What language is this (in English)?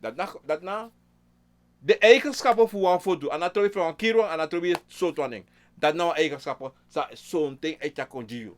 Sranan Tongo